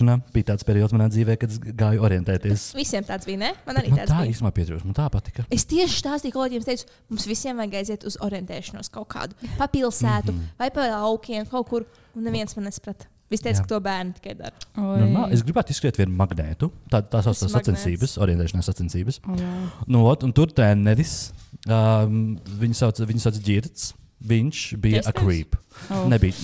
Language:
Latvian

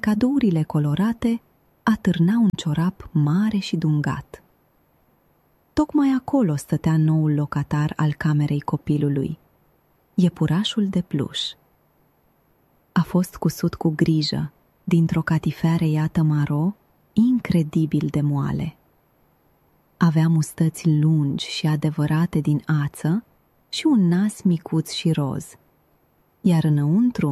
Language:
Romanian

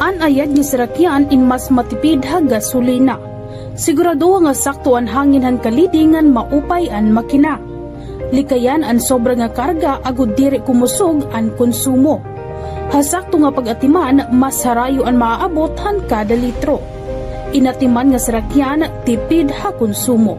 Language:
Waray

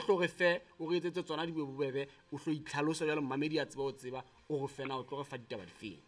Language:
Southern Sotho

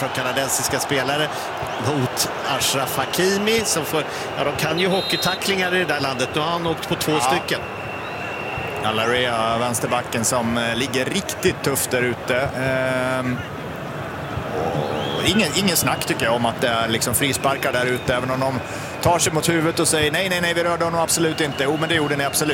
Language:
Swedish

